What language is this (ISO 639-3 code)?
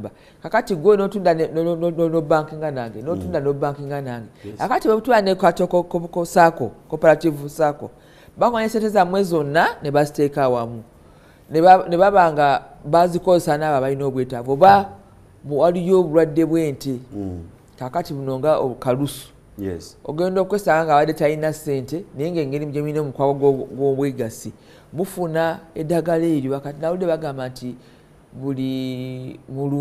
lug